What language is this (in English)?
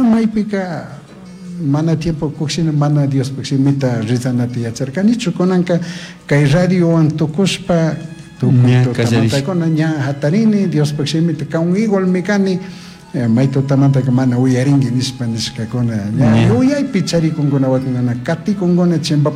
Chimborazo Highland Quichua